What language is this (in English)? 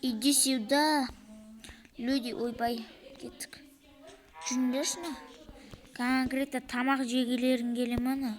Kazakh